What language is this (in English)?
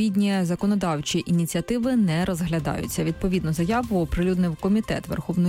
Ukrainian